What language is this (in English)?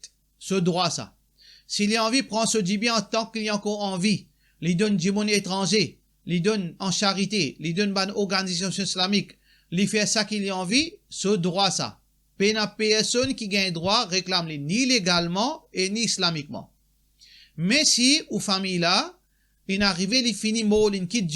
Morisyen